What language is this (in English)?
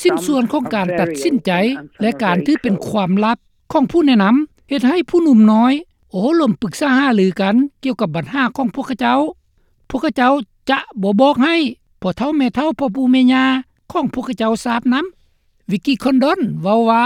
Lao